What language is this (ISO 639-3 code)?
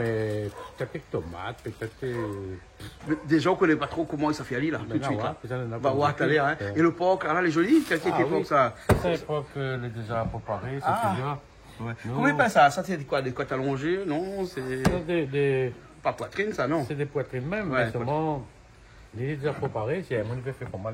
rcf